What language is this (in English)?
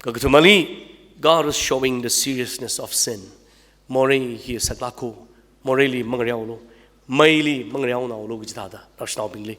Tangkhul Naga (India)